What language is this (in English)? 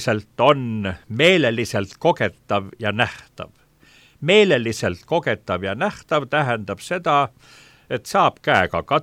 Estonian